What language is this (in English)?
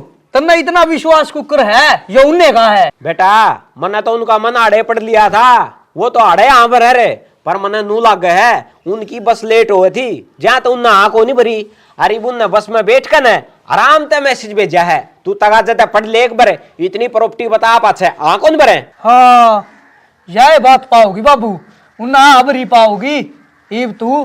Haryanvi